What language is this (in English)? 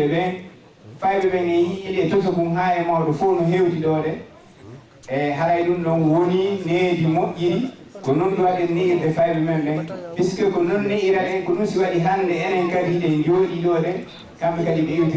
Fula